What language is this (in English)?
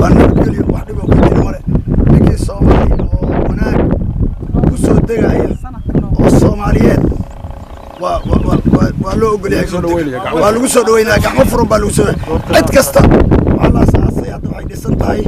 Somali